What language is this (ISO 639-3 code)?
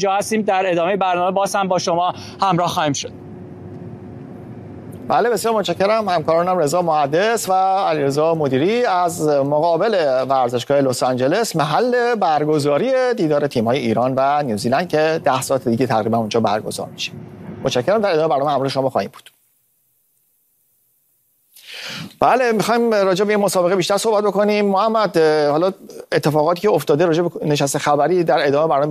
fas